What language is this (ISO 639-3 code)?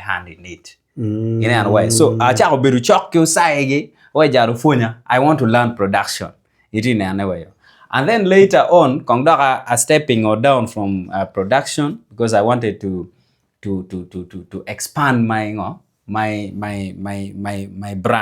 ach